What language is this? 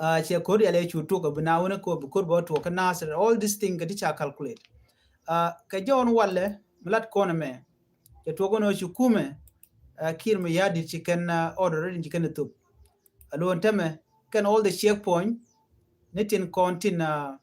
Nuer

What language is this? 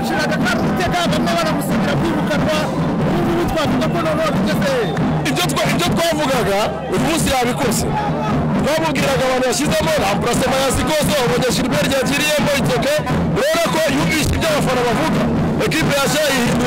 Kinyarwanda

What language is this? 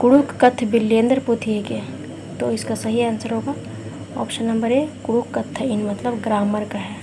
Kurukh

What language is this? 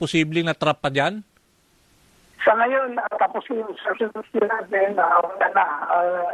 Filipino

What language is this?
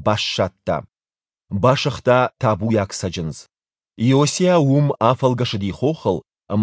Ossetic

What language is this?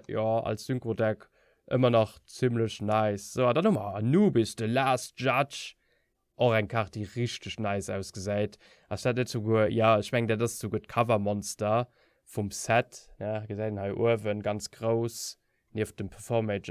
Luxembourgish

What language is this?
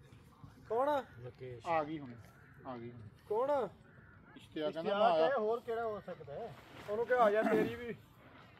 Punjabi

